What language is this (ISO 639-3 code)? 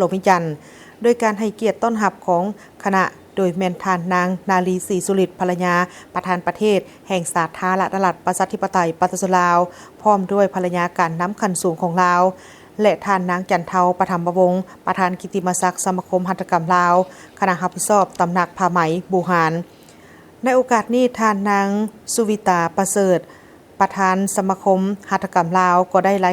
lao